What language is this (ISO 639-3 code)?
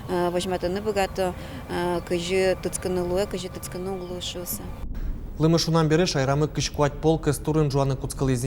udm